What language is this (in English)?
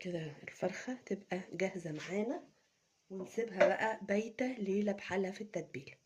Egyptian Arabic